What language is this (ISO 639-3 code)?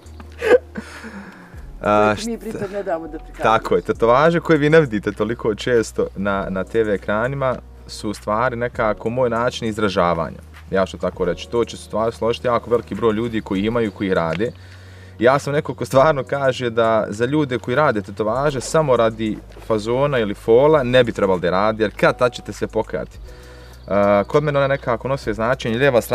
bos